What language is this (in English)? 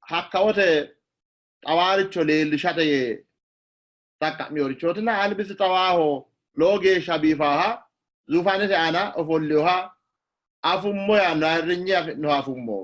Sidamo